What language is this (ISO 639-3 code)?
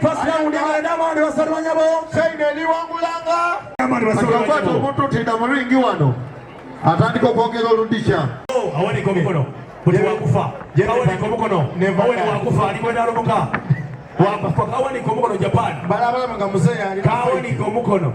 xog